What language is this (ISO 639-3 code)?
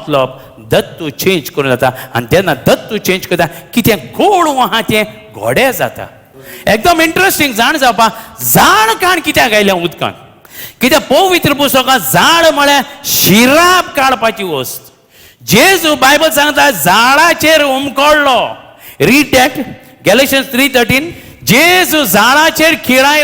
kok